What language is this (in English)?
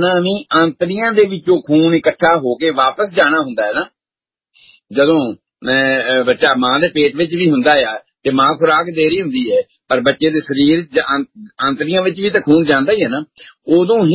Punjabi